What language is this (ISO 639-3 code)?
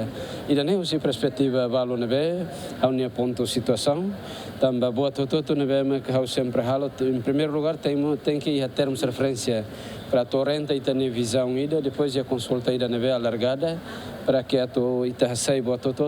tet